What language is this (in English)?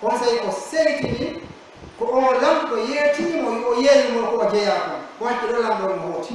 Pular